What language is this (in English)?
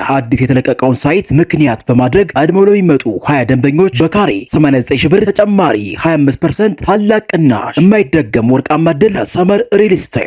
Amharic